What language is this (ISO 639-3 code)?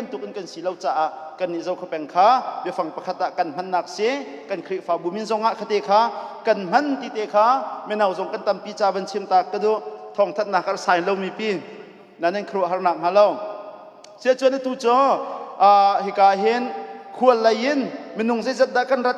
cnh